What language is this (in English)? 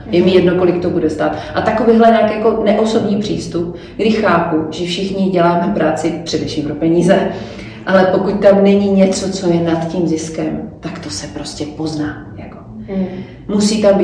Czech